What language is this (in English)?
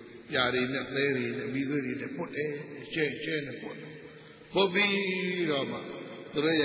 Burmese